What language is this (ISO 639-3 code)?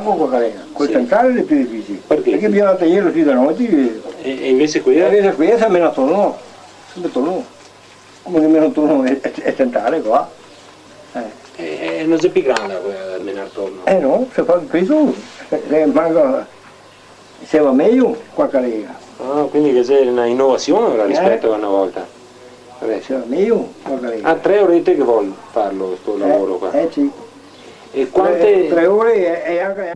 vec